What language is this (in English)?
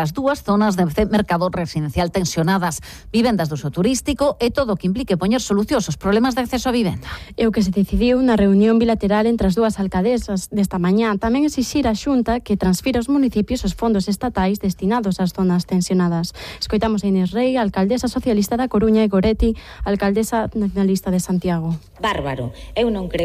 Galician